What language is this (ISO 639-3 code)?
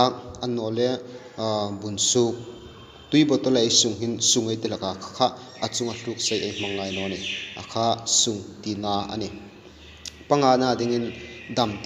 hmr